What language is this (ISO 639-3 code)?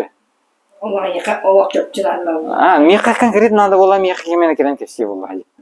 sah